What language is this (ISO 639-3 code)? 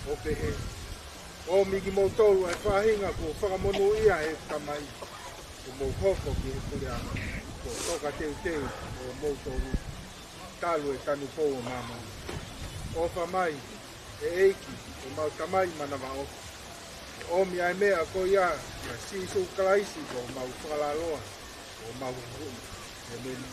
ton